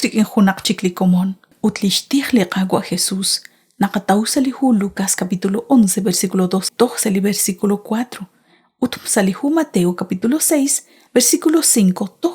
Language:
Kekchí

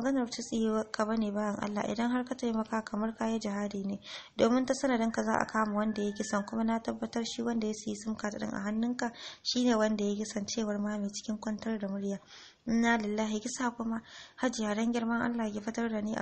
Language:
Hausa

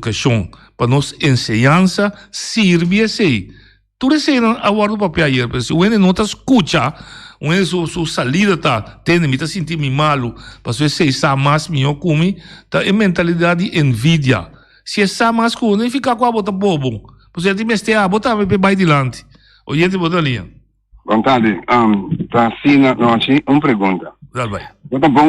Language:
Papiamento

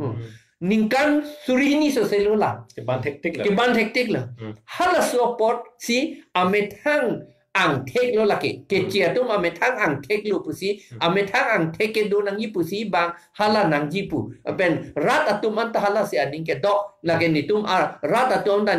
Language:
Karbi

